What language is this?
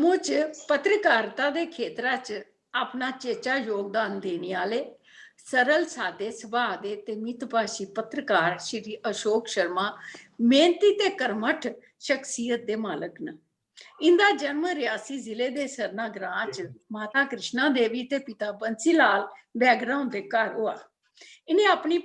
Dogri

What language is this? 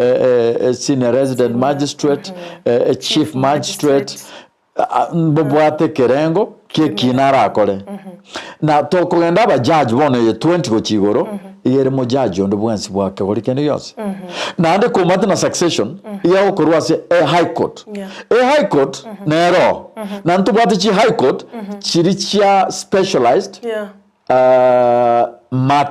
Gusii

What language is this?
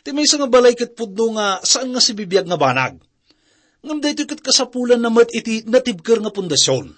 Iloko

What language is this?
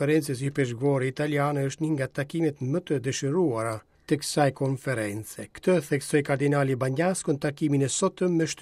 Albanian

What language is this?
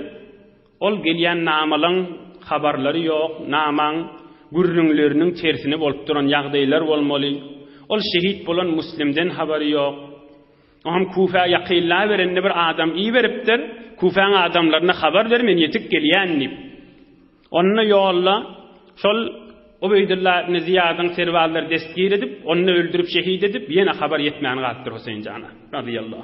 Turkmen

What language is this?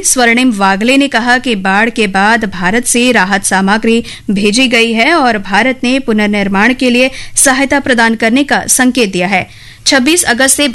Hindi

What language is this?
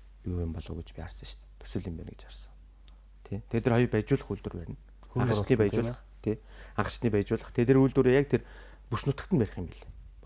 Mongolian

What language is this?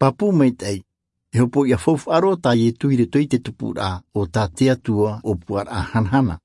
Tahitian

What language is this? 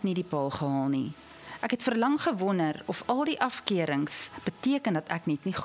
Afrikaans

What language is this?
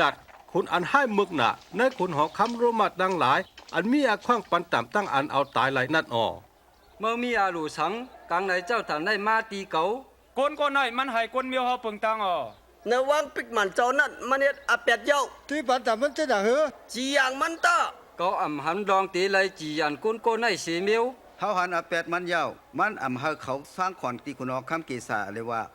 Shan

